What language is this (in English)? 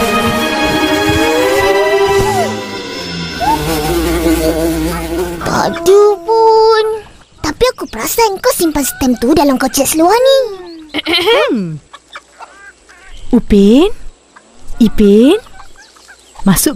Malay